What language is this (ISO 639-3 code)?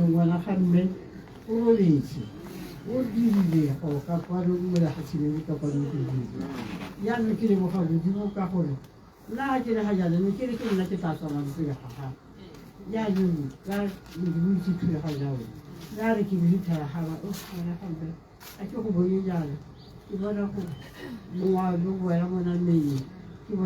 tsn